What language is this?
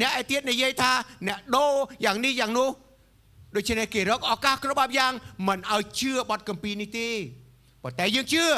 Khmer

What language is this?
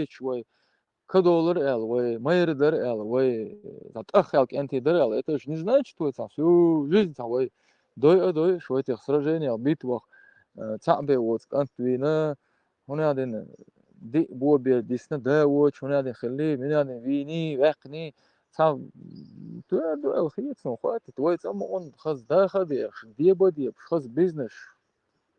Chechen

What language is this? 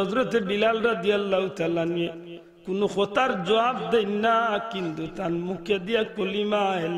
Sylheti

